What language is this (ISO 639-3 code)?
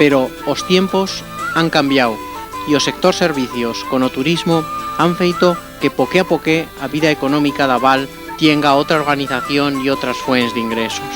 arg